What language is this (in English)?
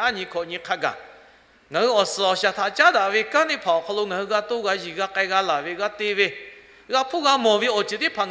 Lahu